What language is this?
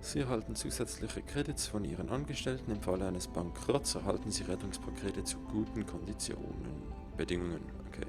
Swiss German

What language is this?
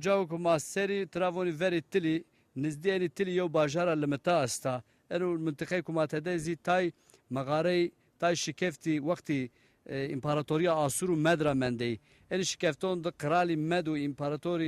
Zaza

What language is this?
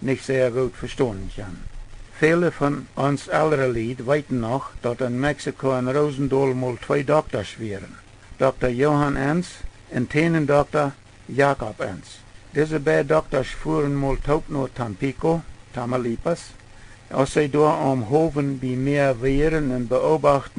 Plautdietsch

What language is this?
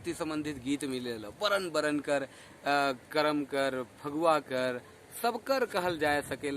Sadri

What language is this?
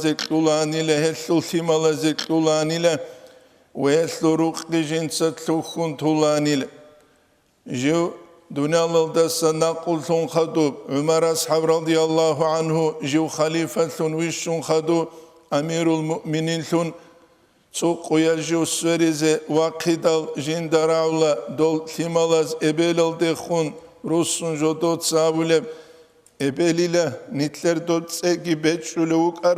Avaric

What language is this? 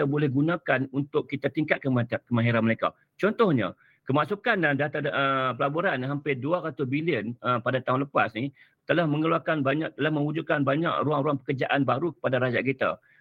Malay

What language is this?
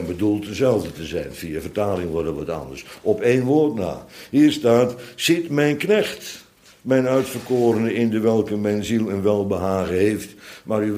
Dutch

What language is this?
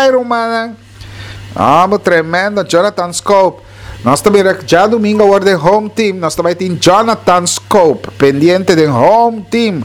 Papiamento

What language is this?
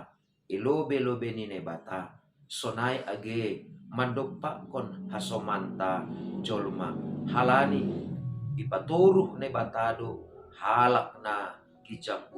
Batak Simalungun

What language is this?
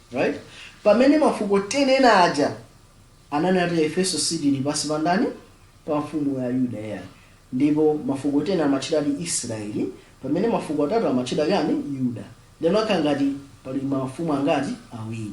Nyanja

